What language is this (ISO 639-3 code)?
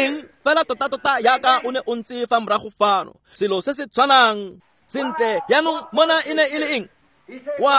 tsn